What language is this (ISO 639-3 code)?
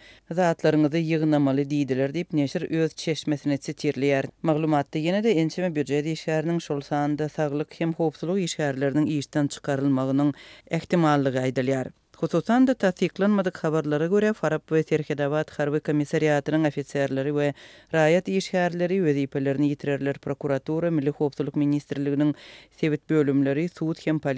tuk